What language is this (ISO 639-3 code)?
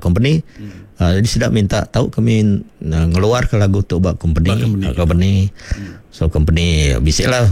iba